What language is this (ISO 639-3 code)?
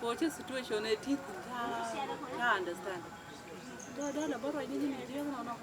nus